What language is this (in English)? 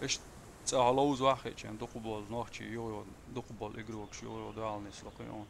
Chechen